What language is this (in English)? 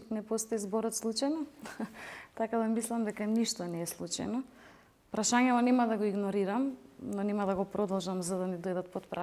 Macedonian